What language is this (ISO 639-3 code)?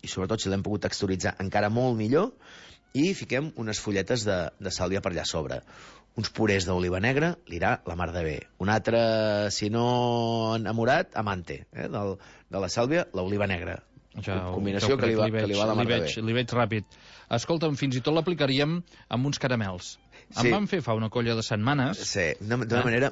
cat